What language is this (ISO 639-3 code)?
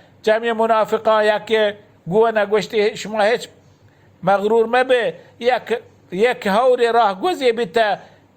bal